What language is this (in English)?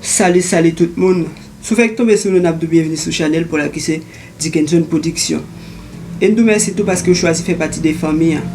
Haitian Creole